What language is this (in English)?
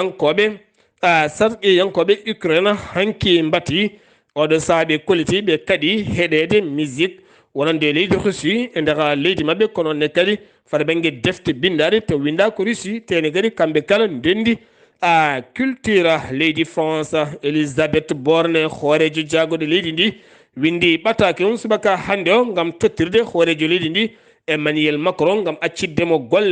Fula